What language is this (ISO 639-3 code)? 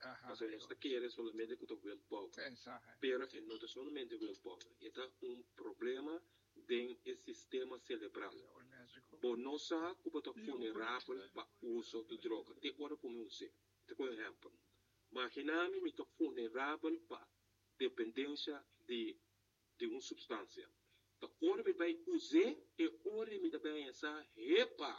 pap